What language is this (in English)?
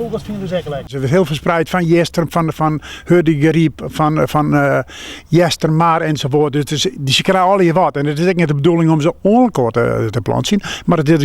Western Frisian